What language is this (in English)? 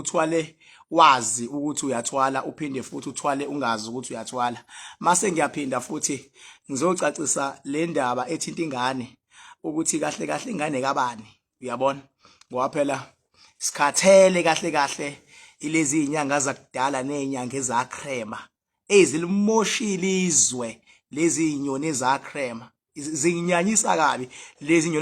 Zulu